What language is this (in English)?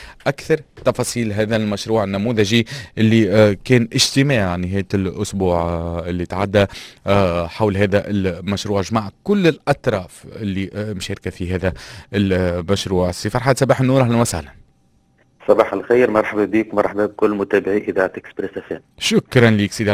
Tunisian Arabic